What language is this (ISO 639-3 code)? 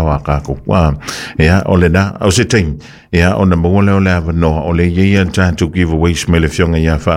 smo